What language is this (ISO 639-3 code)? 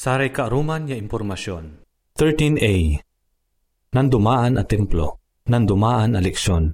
pag